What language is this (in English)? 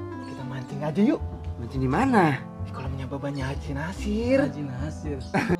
Betawi